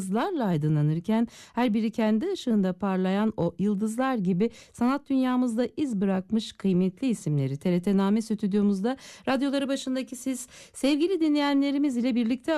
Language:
Turkish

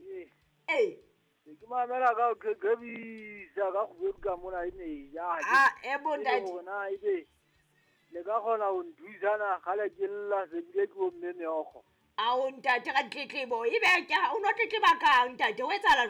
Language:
Southern Sotho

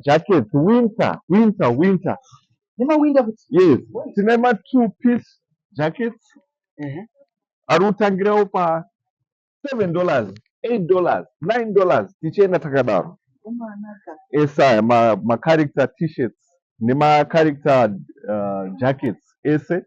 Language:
Shona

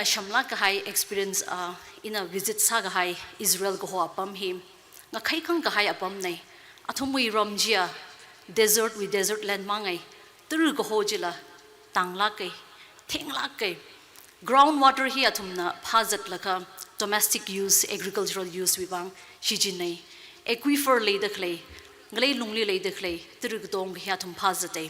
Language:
Tangkhul Naga (India)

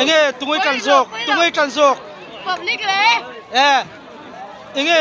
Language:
Mizo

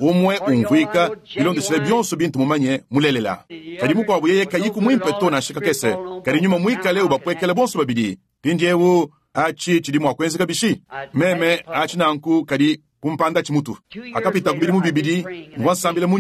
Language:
Luba-Lulua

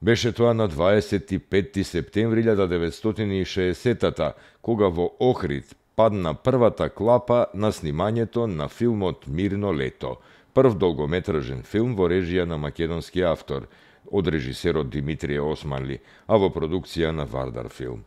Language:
Macedonian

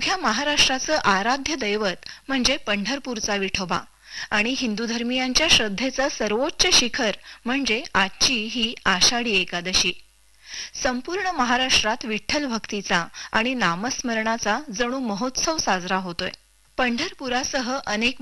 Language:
Marathi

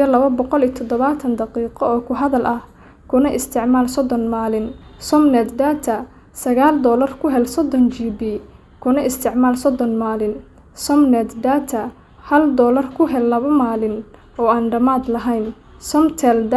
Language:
Somali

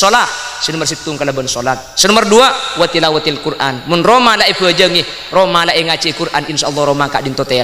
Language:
Madurese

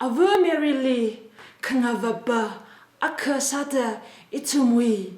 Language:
Tangkhul Naga (India)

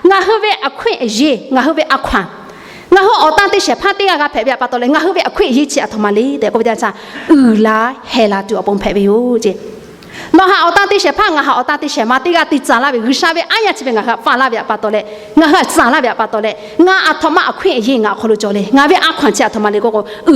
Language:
Lahu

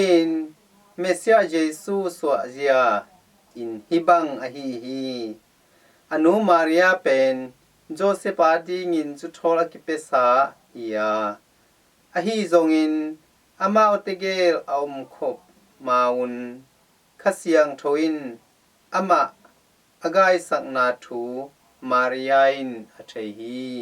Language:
Tedim Chin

